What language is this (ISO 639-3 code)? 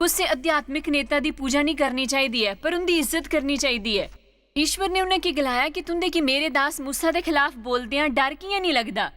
doi